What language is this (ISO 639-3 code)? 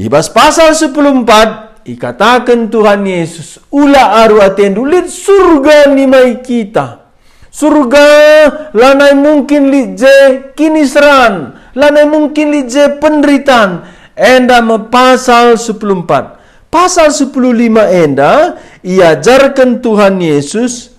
btx